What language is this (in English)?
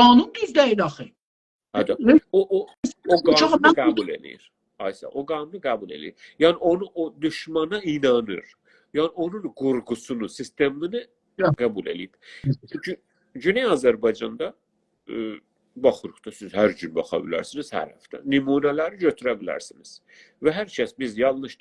South Azerbaijani